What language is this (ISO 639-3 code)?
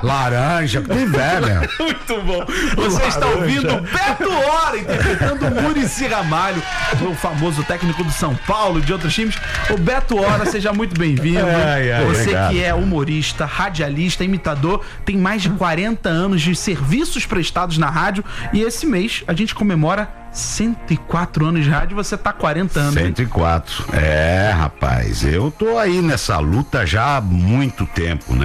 por